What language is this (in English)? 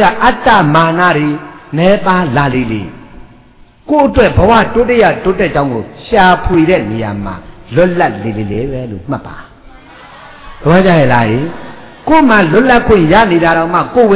Burmese